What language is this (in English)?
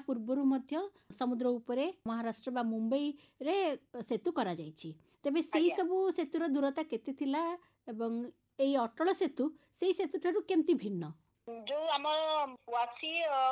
Odia